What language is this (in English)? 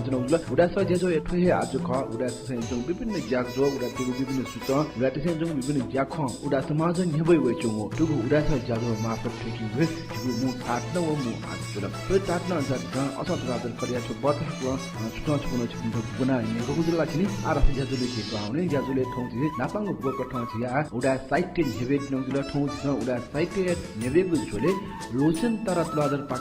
Newari